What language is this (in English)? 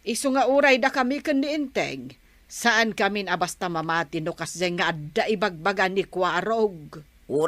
Iloko